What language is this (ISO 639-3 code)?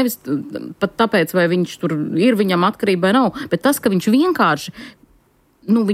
lav